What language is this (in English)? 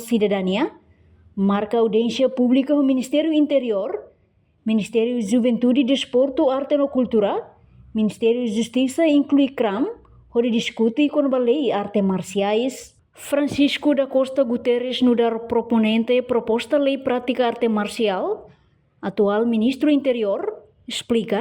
Tetum